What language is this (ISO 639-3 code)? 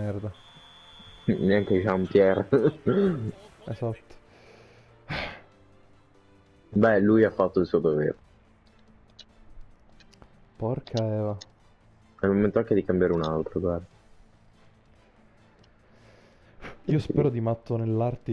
ita